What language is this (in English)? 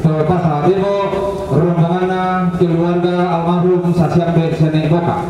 Toraja-Sa'dan